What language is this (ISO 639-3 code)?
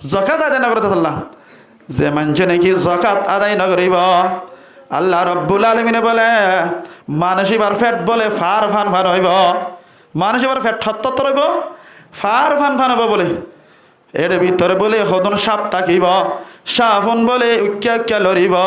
rhg